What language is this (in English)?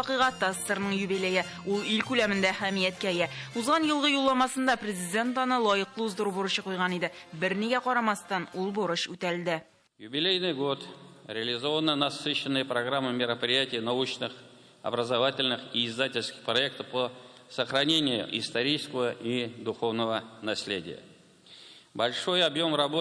Tatar